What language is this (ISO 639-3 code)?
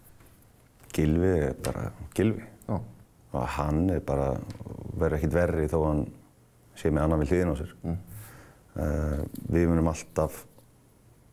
isl